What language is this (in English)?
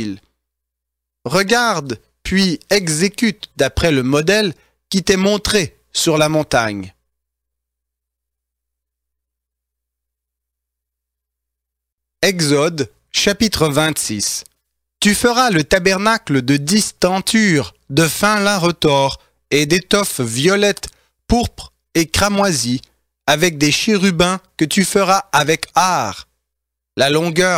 French